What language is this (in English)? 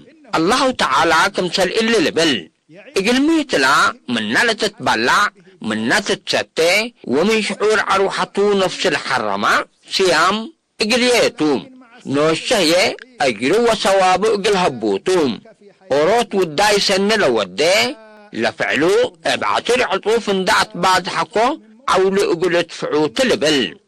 Tigre